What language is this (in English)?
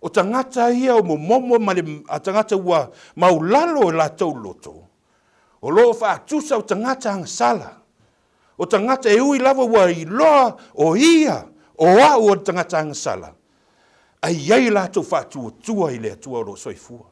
Samoan